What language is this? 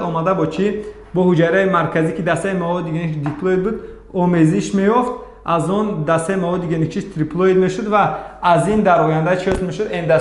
Tajik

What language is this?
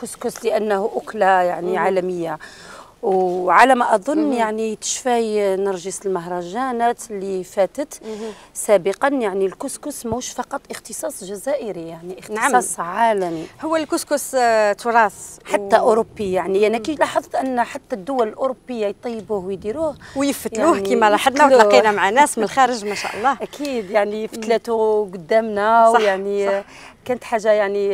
Algerian Arabic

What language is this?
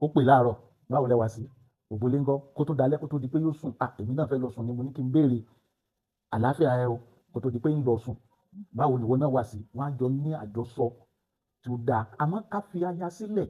Yoruba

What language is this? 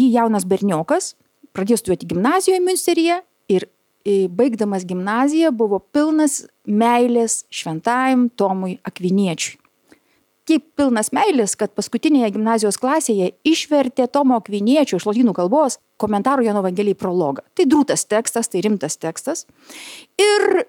Lithuanian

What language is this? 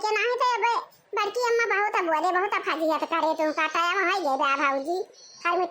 Awadhi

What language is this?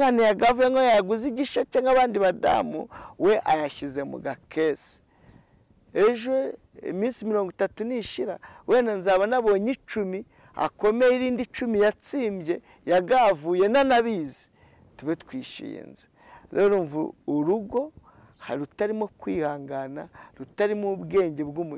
Kinyarwanda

